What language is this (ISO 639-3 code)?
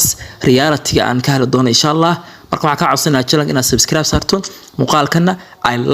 som